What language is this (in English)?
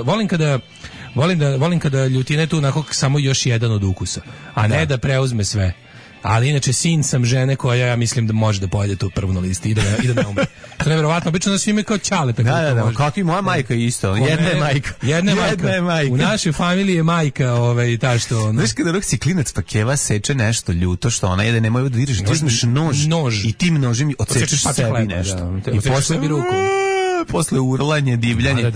Serbian